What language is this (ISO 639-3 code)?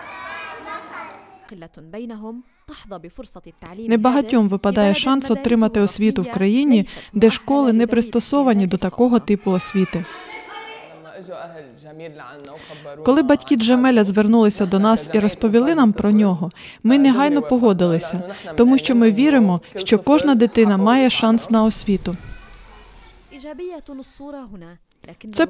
ukr